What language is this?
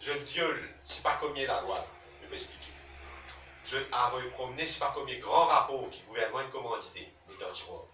Morisyen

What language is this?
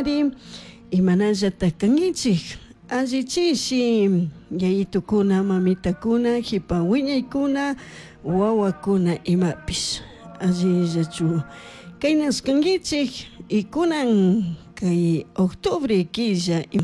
Chimborazo Highland Quichua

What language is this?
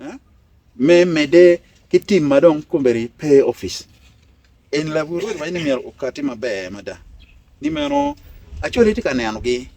Acoli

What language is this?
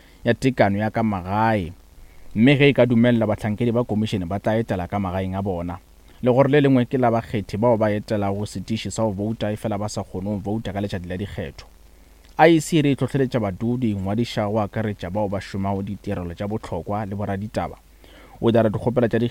Northern Sotho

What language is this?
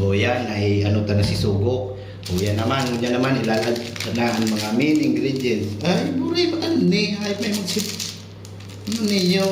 Bikol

